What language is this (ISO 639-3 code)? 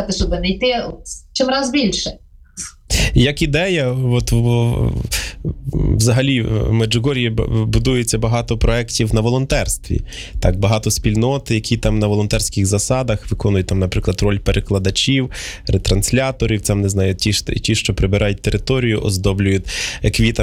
ukr